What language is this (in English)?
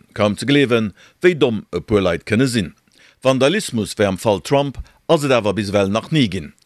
Luxembourgish